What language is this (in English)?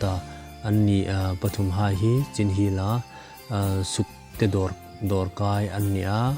Hmar